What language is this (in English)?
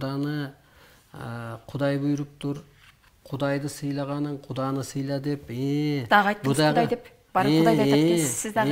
Kyrgyz